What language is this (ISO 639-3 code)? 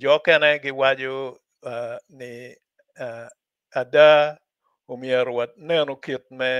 ach